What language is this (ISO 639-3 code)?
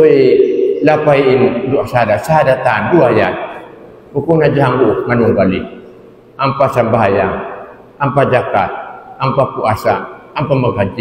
tsg